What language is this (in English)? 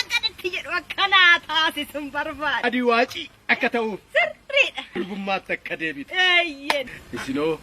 Oromo